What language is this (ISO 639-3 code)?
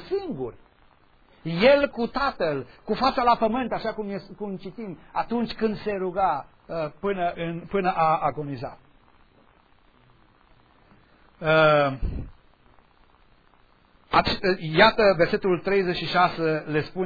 ron